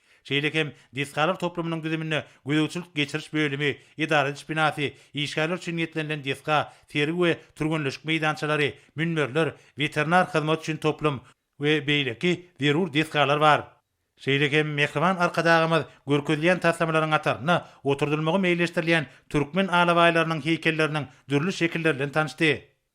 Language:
Turkmen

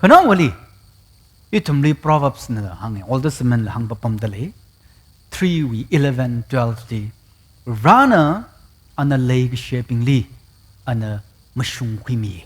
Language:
Tangkhul Naga (India)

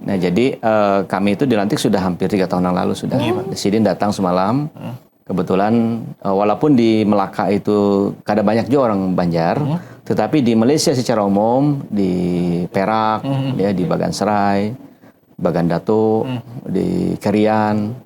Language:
Banjar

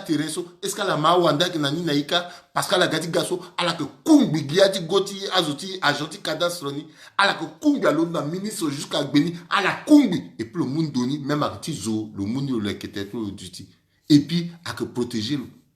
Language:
Sango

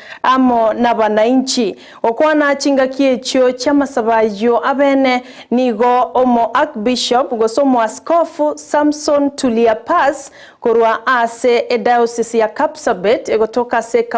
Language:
Gusii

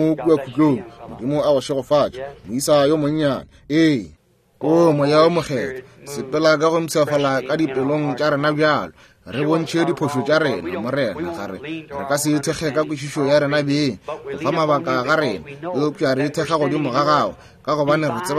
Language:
Northern Sotho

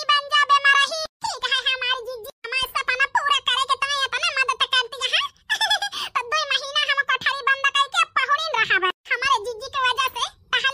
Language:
Awadhi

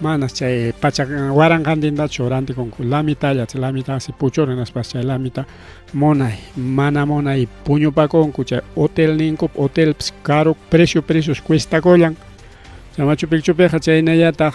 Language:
Ayacucho Quechua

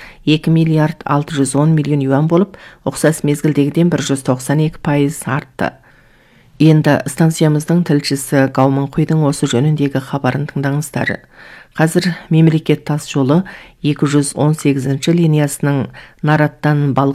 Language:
Kazakh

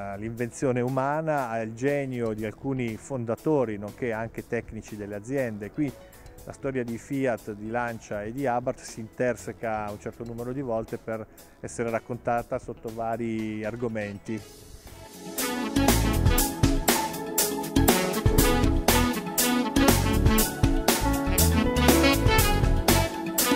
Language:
Italian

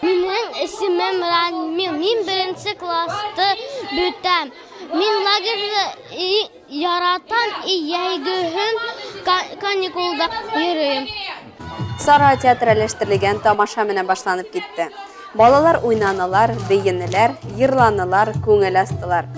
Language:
Bashkir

